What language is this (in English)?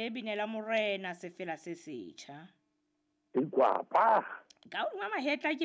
Southern Sotho